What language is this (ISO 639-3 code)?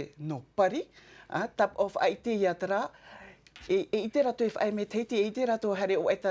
tah